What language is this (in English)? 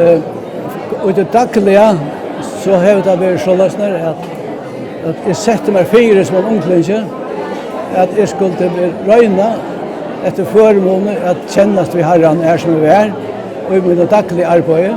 Faroese